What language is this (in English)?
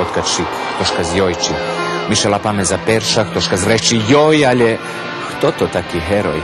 Rusyn